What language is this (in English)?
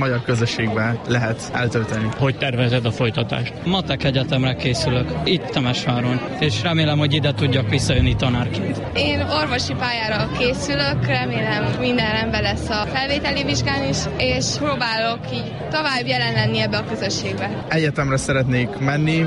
Hungarian